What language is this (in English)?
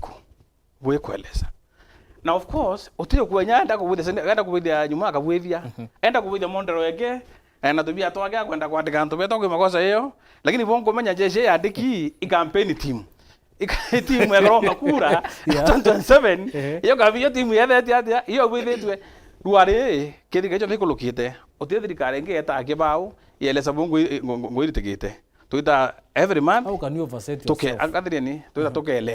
Meru